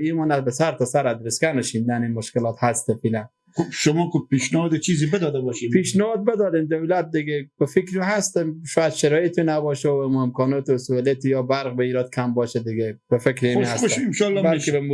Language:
Persian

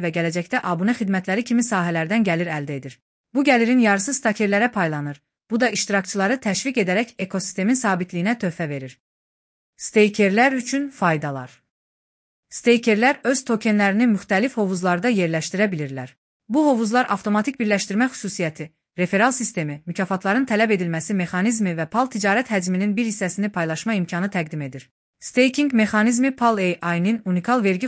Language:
Azerbaijani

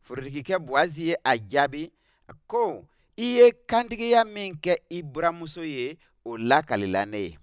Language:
Bambara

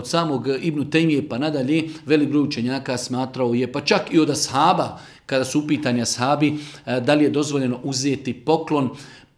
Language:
Bosnian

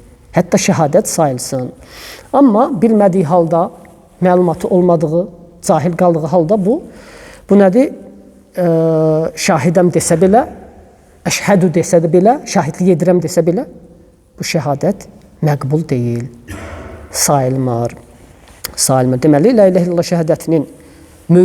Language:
Azerbaijani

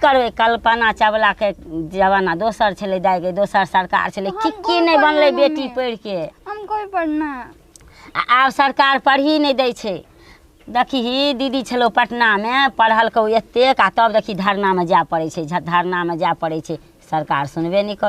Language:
Maithili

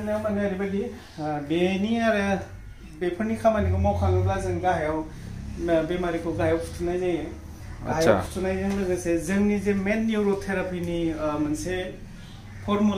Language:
Bodo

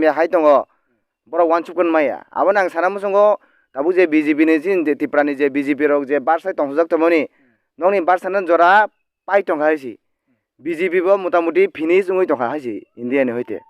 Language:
Kok Borok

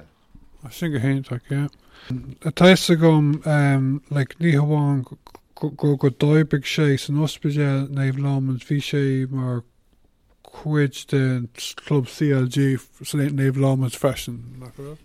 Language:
Irish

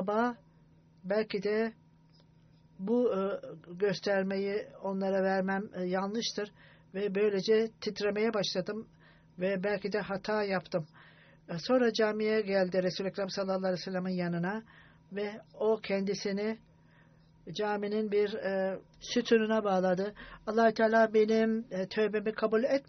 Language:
Turkish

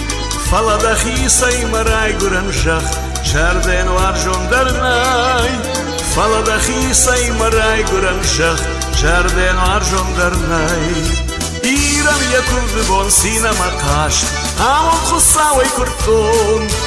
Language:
Ossetic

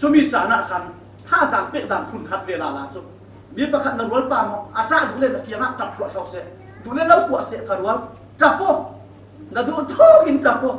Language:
Falam Chin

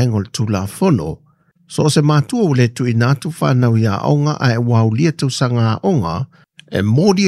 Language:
Samoan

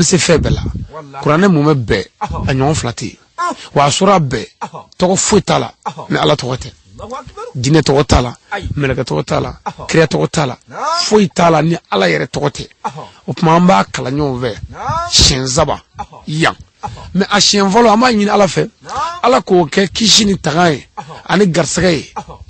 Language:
Bambara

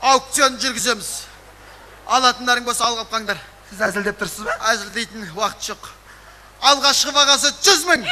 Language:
Kazakh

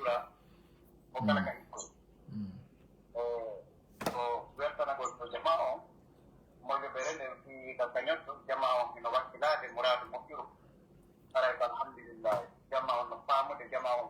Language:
Pular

